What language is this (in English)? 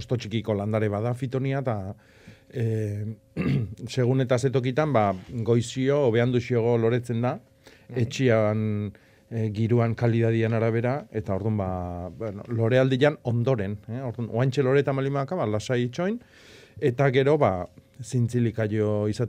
Basque